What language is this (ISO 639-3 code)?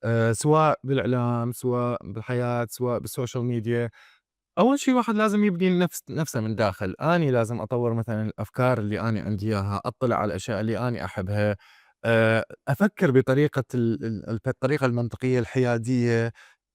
acm